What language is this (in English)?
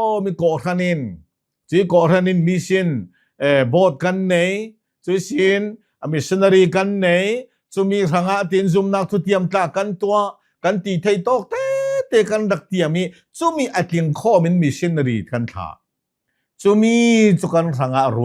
Hakha Chin